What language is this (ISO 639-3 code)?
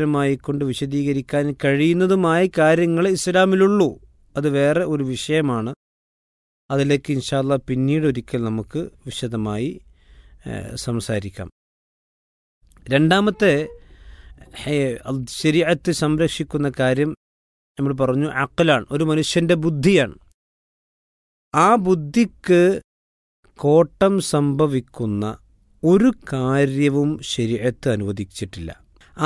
mal